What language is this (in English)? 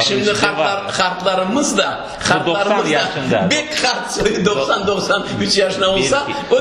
Crimean Tatar